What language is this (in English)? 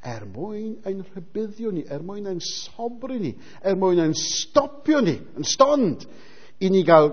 Welsh